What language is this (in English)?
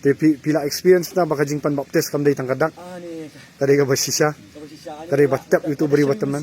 Khasi